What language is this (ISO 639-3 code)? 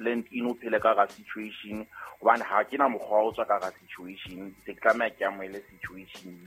sot